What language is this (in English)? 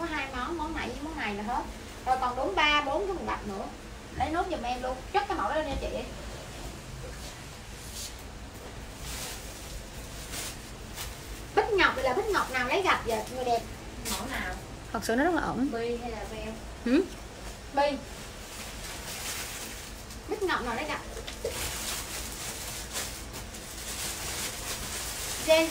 Vietnamese